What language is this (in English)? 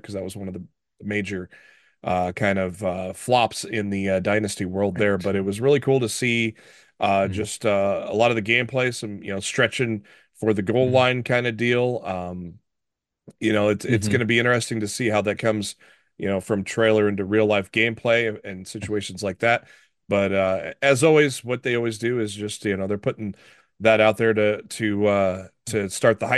English